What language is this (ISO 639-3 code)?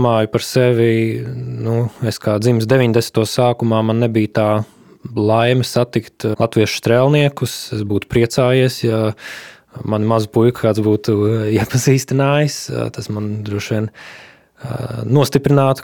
lav